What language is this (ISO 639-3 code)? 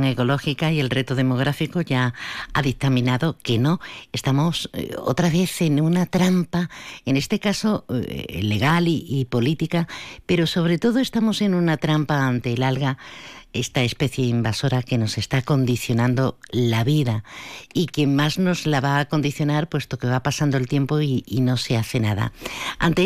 spa